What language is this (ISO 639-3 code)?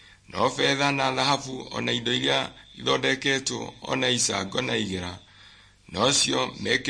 kik